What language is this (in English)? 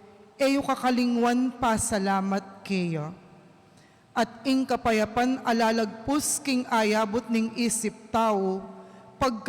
Pampanga